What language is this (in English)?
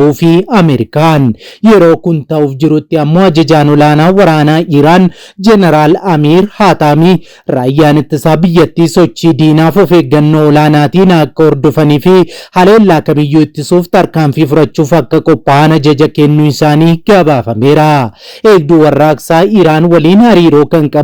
Oromo